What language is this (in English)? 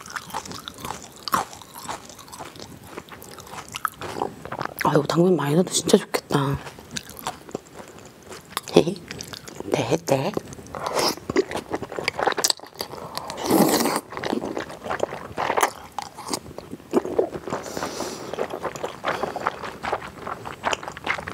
Korean